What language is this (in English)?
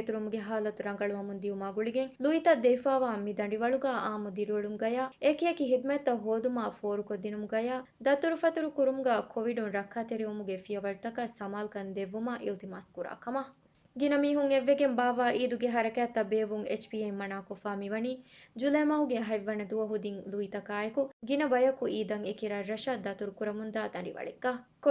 Divehi